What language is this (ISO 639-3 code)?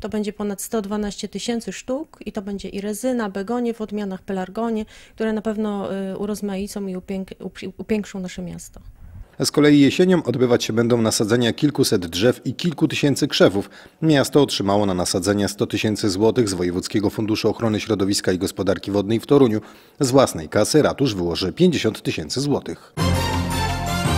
pol